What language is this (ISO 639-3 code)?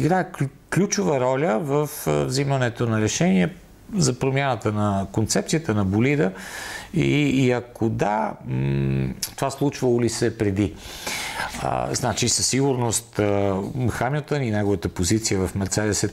bul